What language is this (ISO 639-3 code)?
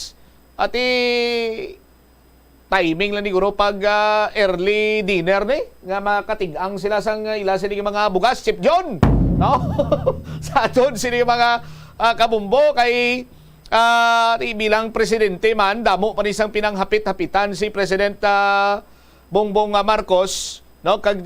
hil